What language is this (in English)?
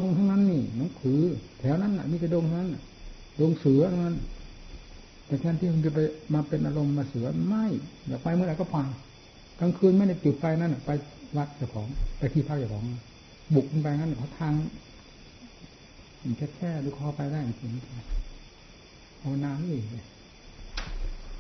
Thai